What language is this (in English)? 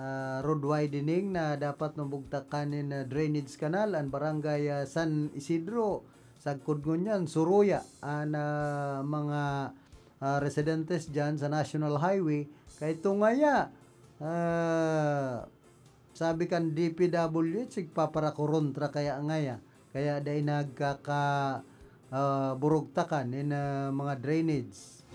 Bikol